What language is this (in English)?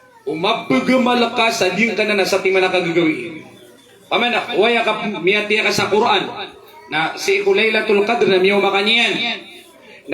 Maranao